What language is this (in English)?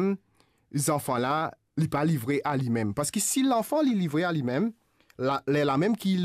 Morisyen